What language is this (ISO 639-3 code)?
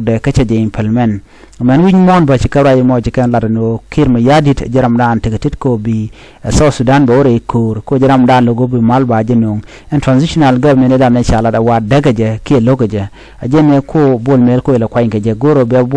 nus